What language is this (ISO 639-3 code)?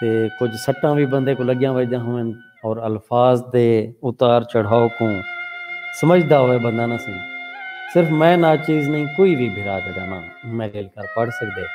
skr